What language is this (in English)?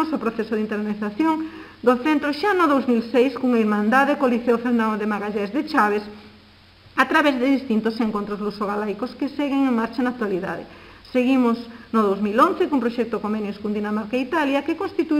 Galician